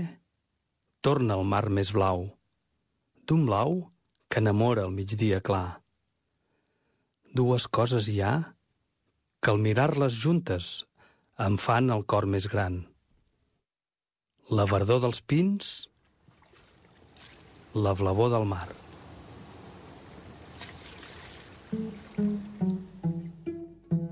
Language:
Catalan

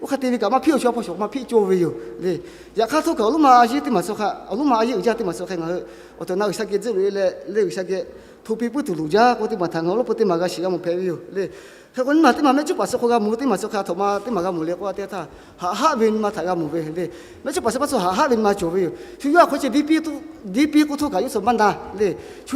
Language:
Lahu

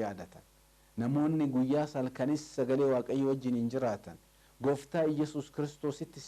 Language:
Oromo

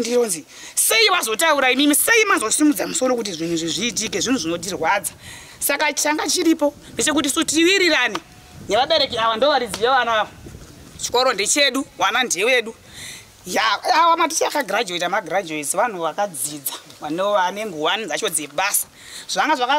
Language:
Shona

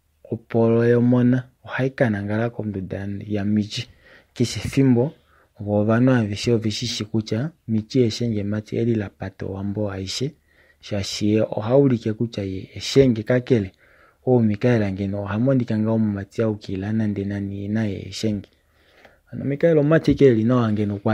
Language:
Kuanyama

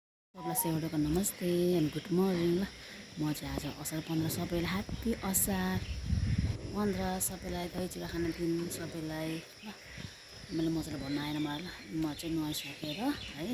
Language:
Nepali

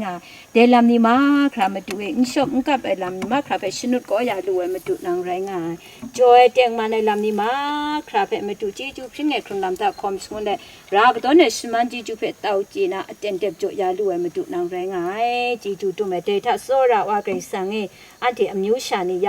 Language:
Kachin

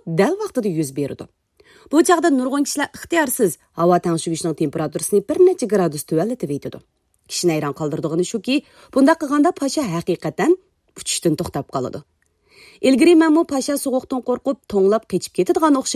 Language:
Uyghur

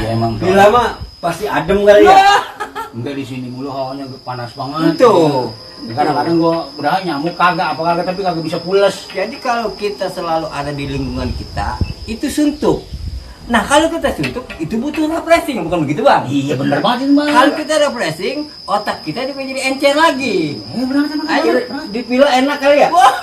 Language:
Betawi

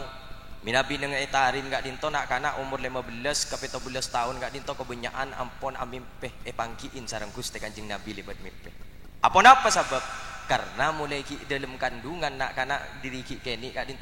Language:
Madurese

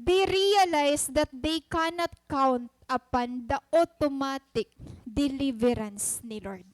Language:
Waray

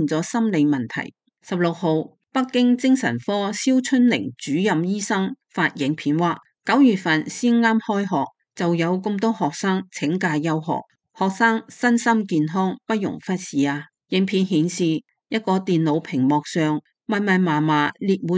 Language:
Cantonese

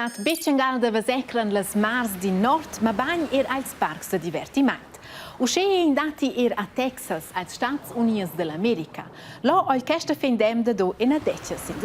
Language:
Romansh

